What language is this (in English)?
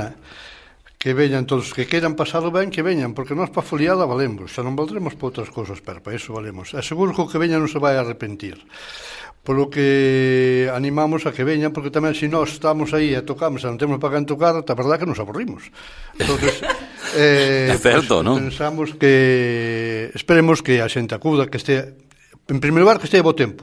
Galician